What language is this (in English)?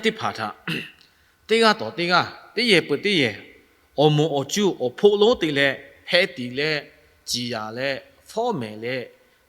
Lahu